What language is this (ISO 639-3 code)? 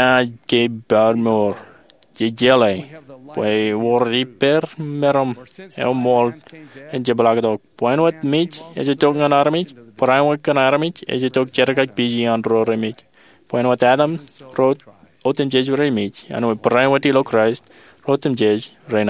mah